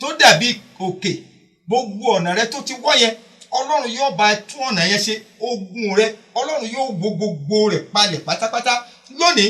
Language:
Yoruba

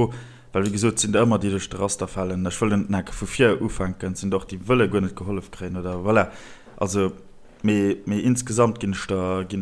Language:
Luxembourgish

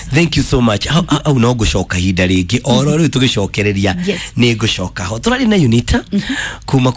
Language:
Kikuyu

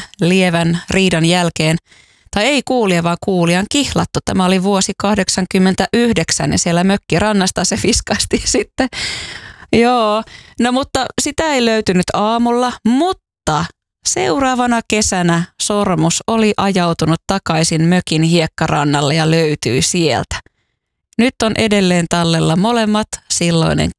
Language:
Finnish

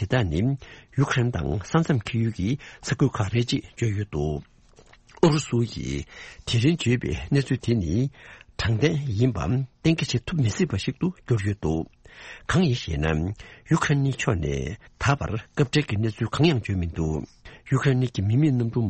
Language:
Tibetan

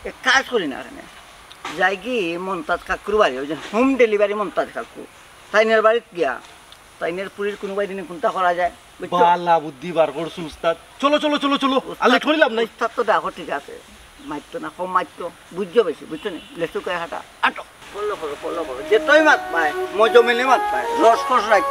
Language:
Sylheti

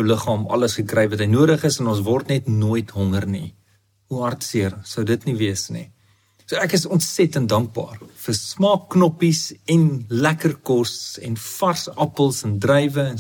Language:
Afrikaans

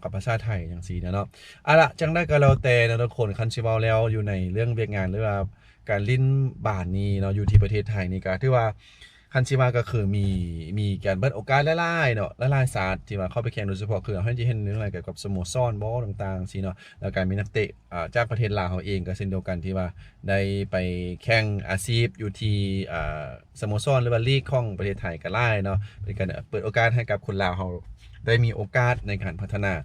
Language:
Lao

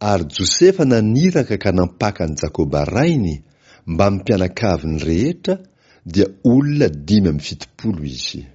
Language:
Malagasy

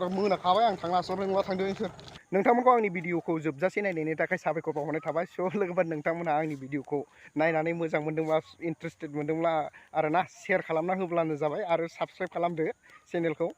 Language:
Bodo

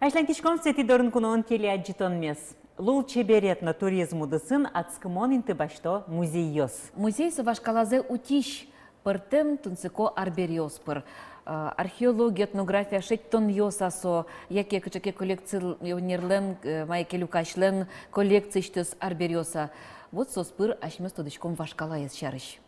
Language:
Udmurt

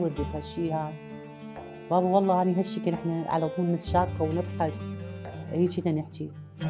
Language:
Mesopotamian Arabic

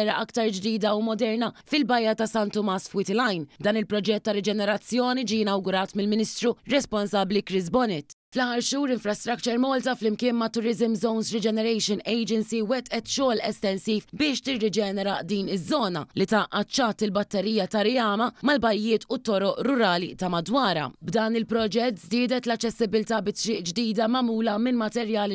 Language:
Maltese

